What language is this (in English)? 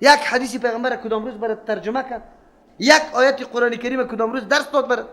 Persian